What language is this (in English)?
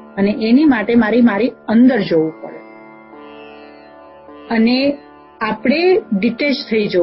Gujarati